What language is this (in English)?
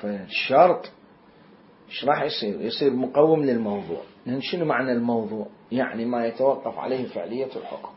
Mesopotamian Arabic